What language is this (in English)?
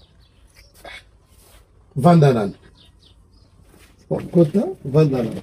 Lingala